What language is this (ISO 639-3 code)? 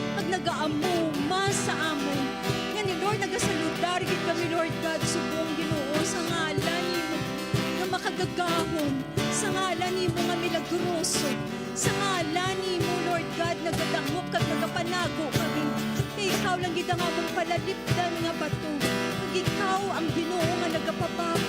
hil